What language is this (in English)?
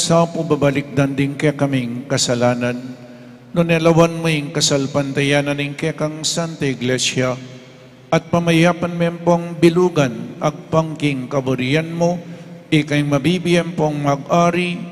Pampanga